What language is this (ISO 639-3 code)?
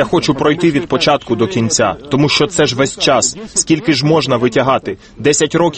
ukr